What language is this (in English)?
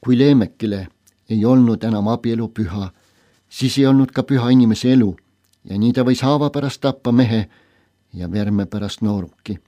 Estonian